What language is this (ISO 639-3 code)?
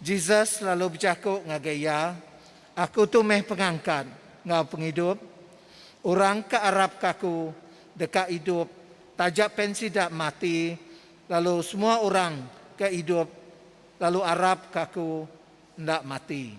iba